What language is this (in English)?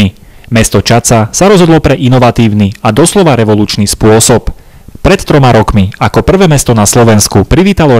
Slovak